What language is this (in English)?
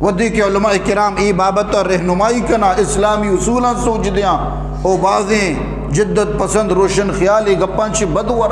Eastern Balochi